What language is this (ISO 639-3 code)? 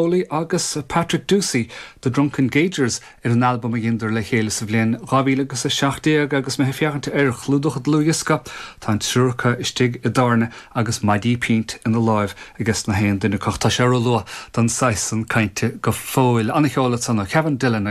gle